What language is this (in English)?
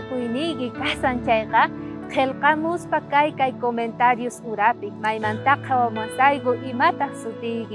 South Bolivian Quechua